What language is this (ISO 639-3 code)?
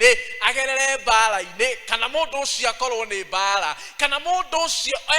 kik